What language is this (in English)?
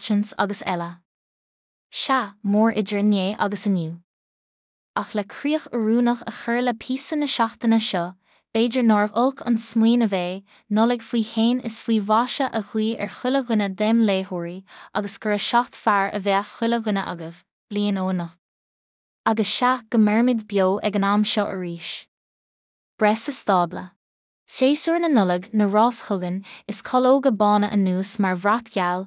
Irish